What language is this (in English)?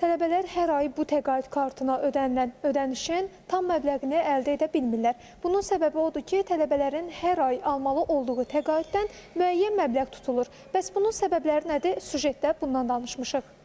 Azerbaijani